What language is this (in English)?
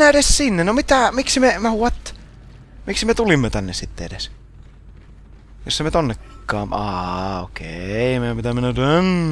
Finnish